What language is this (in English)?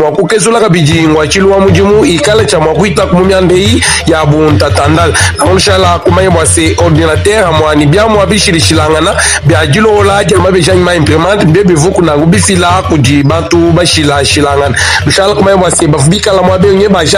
Luba-Lulua